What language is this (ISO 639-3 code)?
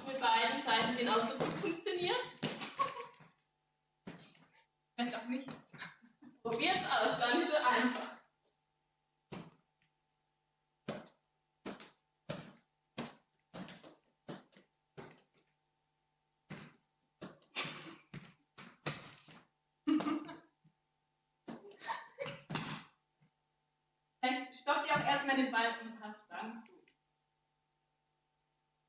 deu